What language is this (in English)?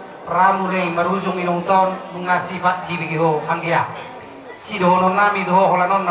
Batak Toba